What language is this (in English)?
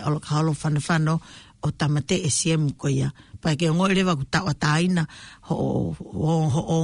Tongan